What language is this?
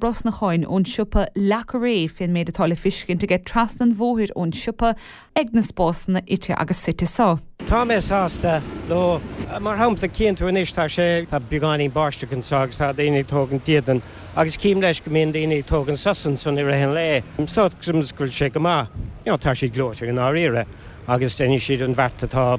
Irish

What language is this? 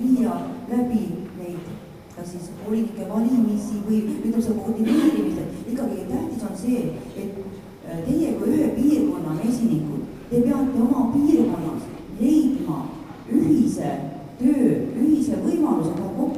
Estonian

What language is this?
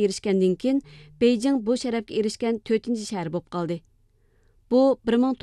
Uyghur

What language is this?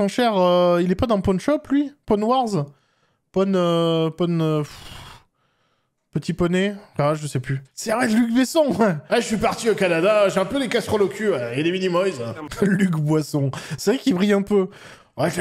French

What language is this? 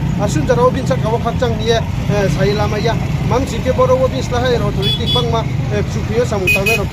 Riang (India)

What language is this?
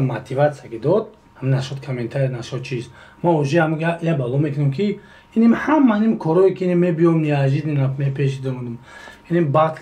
Tajik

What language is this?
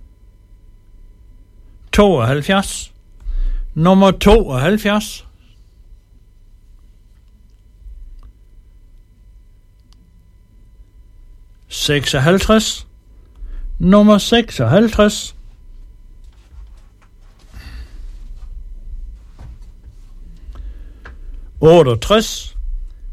Danish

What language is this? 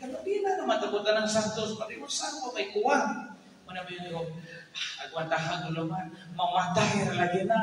Cebuano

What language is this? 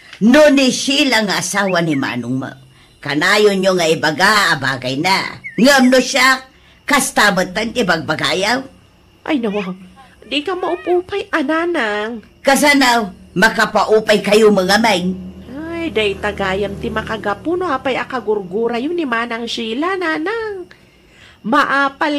Iloko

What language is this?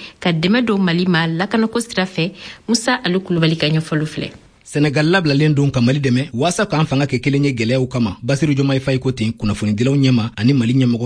Bambara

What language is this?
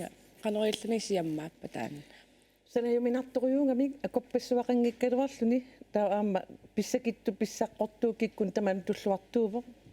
Kalaallisut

